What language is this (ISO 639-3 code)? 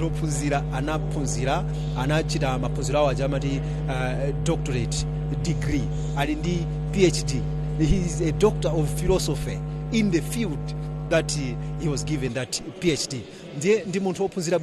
nya